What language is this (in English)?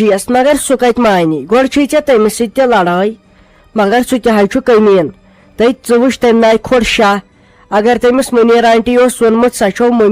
Kashmiri